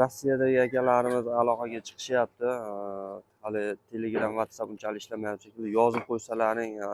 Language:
Uzbek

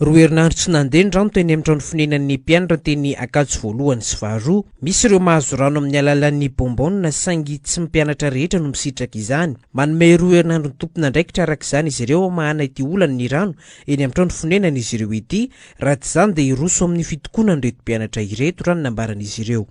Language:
Malagasy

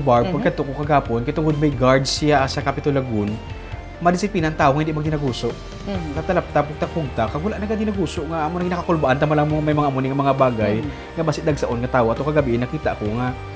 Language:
Hiligaynon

